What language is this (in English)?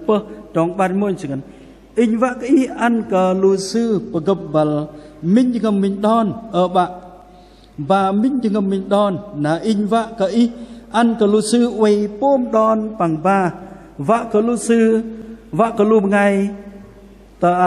Bahnar